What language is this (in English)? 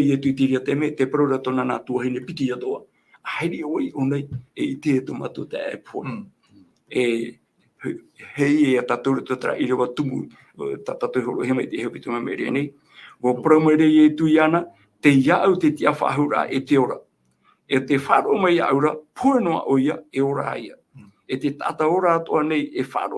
Tahitian